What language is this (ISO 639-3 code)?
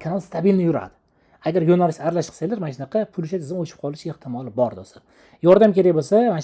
uzb